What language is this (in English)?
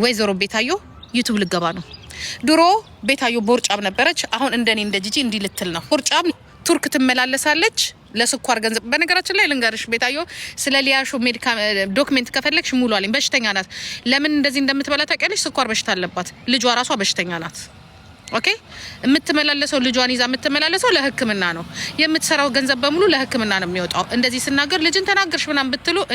Amharic